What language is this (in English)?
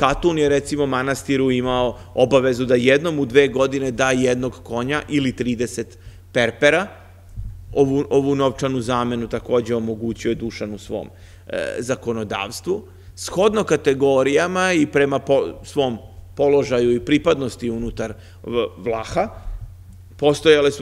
Serbian